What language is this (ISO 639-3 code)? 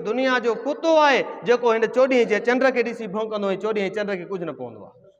snd